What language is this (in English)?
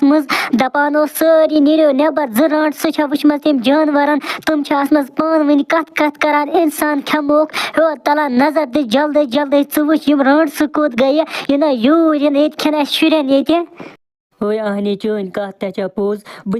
Kashmiri